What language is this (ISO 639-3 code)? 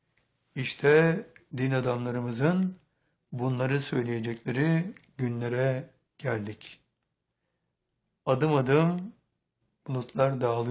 tur